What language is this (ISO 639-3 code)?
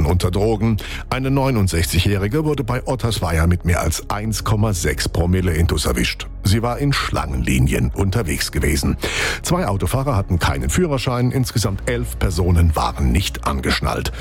deu